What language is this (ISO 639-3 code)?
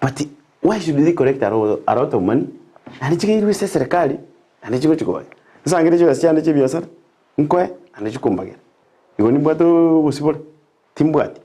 guz